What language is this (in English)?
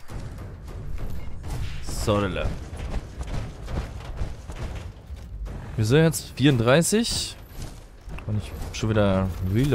German